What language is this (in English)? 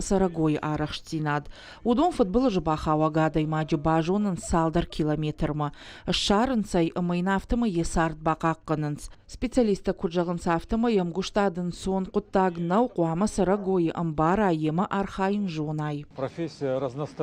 Ossetic